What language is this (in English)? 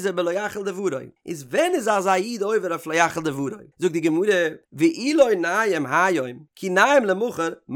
Yiddish